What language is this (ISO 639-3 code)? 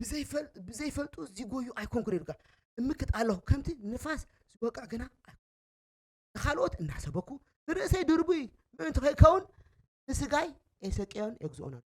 tir